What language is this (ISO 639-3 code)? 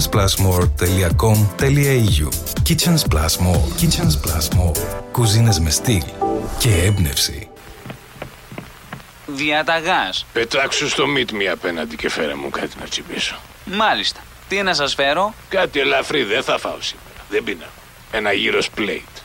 ell